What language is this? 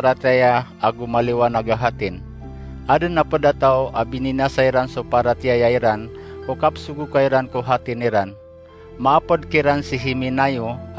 Maranao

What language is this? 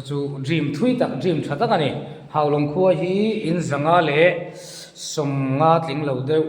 Mizo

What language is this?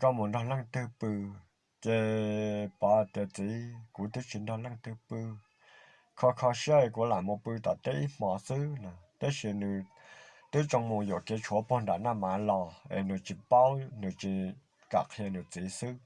Hmong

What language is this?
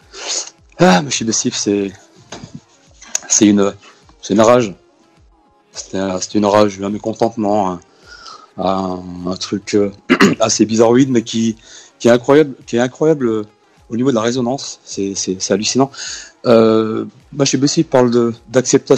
French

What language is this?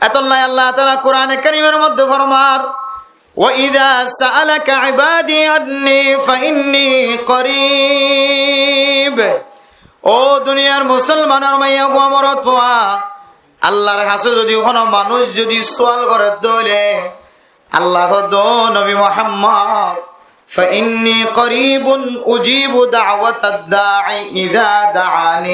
Rohingya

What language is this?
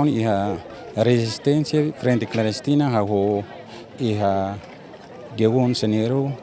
Tetum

